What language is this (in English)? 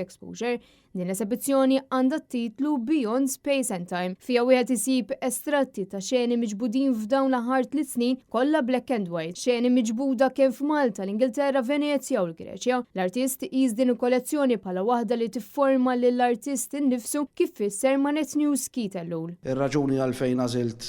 Maltese